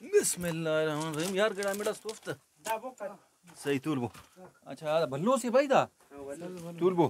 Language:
Brahui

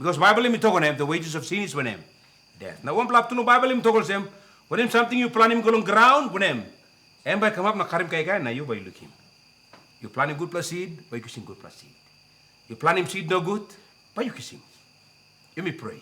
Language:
Tok Pisin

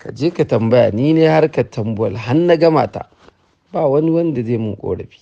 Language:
Hausa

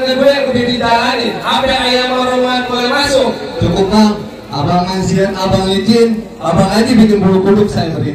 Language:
Betawi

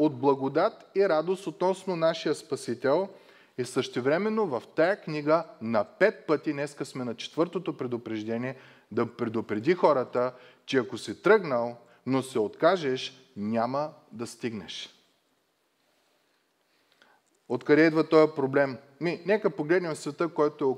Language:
Bulgarian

